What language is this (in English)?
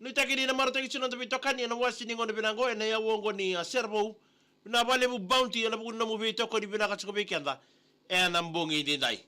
Fijian